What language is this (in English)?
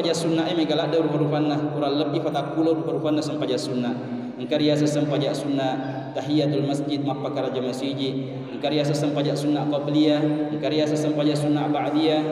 Buginese